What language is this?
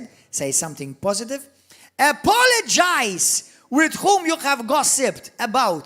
English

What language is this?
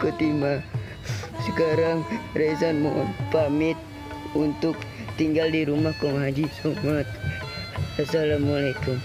Betawi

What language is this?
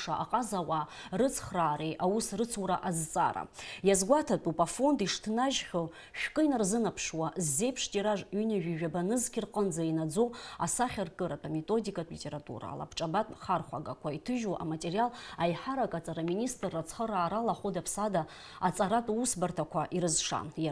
Abkhazian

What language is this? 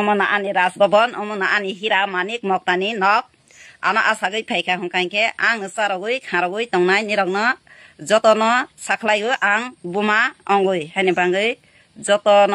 Kok Borok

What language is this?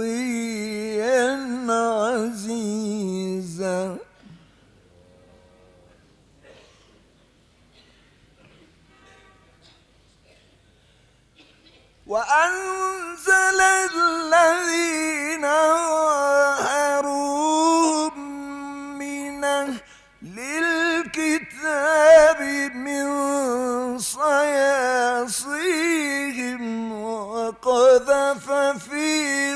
Arabic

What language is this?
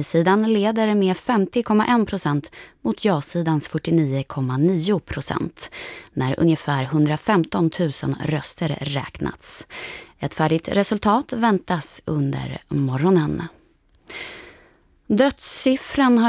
Swedish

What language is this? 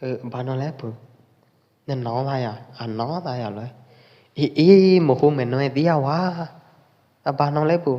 Pwo Eastern Karen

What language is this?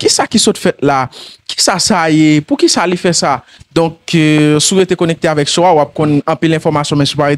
Haitian Creole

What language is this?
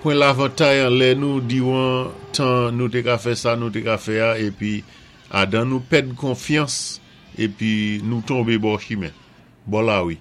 Saint Lucian Creole French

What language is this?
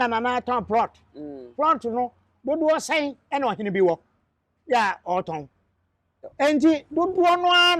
Akan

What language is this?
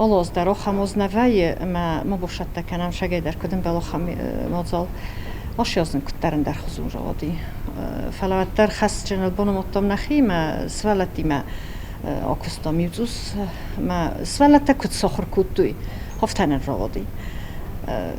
Ossetic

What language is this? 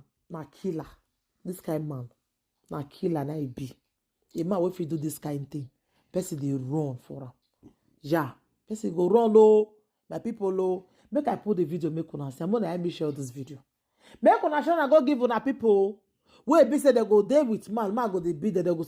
Nigerian Pidgin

